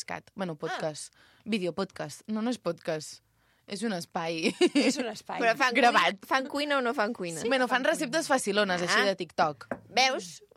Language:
Catalan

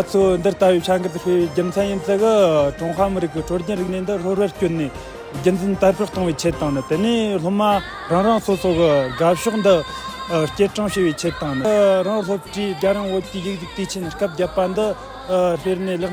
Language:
Tibetan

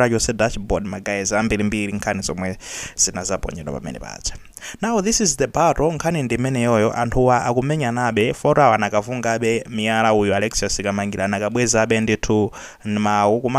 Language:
Nyanja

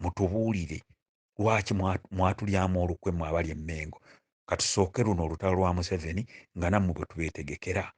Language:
Ganda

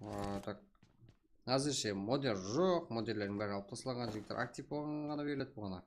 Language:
Kara-Kalpak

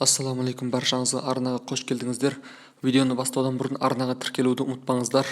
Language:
Kazakh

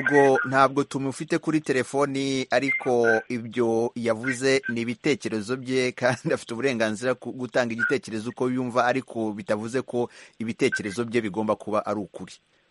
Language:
Kinyarwanda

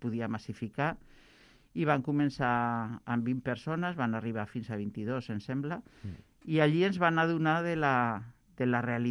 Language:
Catalan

